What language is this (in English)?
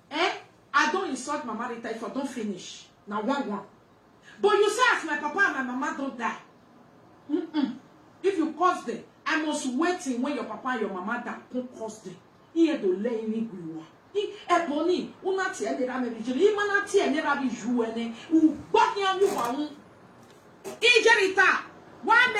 Nigerian Pidgin